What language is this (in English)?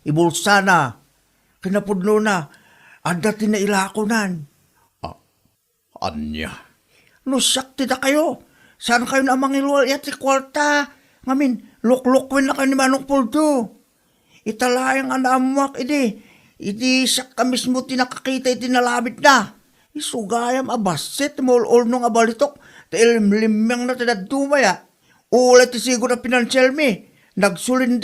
Iloko